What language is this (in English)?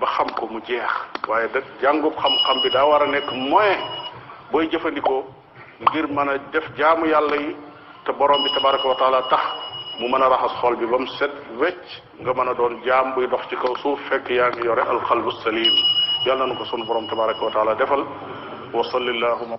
Wolof